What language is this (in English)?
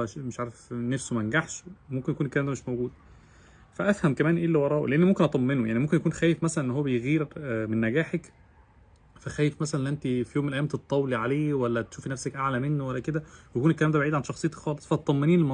Egyptian Arabic